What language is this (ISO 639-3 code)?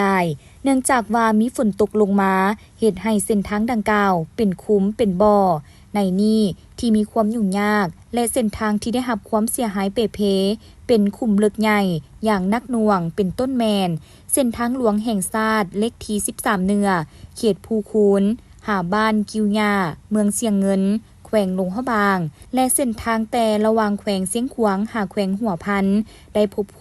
lao